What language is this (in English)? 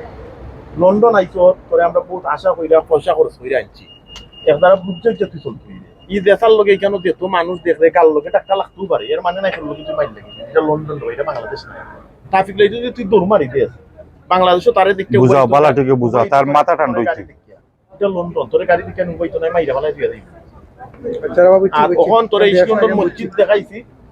Sylheti